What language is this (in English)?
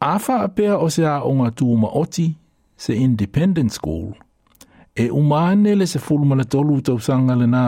Samoan